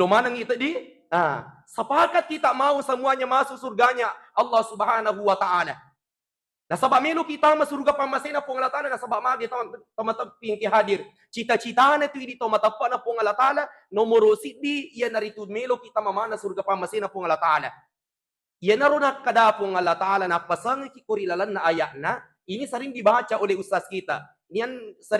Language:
Buginese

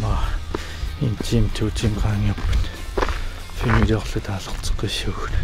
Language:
Kalaallisut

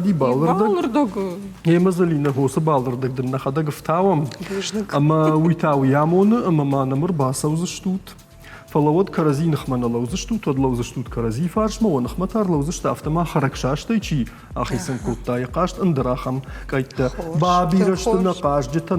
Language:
Ossetic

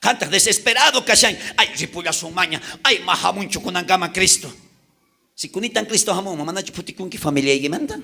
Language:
South Bolivian Quechua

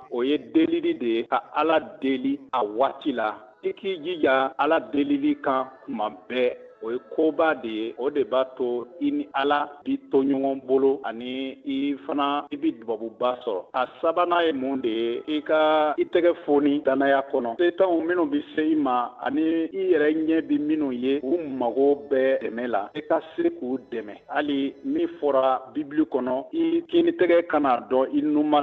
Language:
Bambara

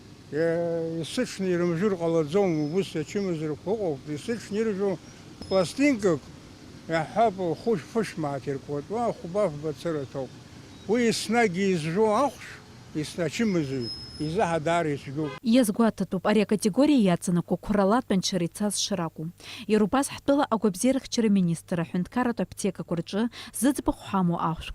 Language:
Abkhazian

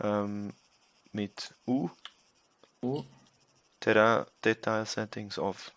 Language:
Swiss German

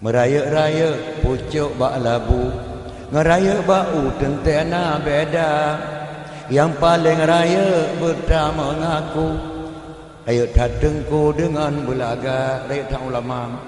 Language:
Achinese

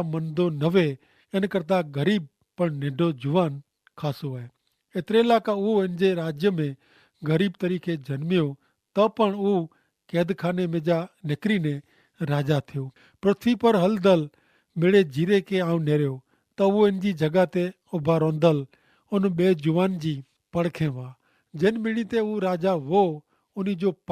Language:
Kachhi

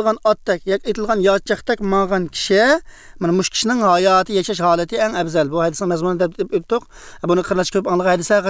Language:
Uyghur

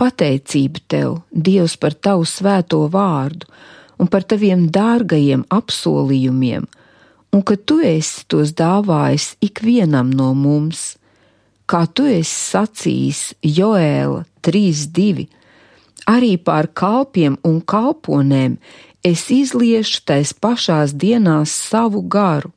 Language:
Latvian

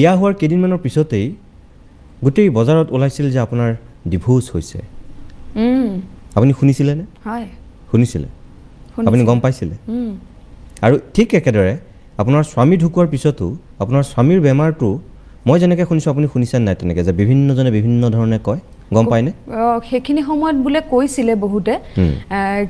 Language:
Assamese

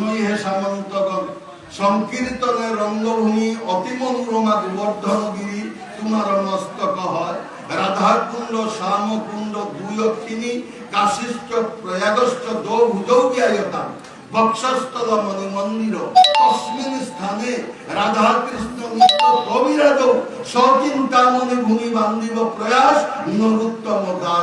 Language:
Bishnupriya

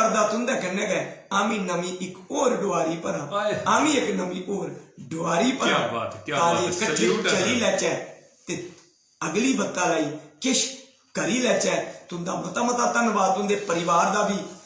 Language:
Dogri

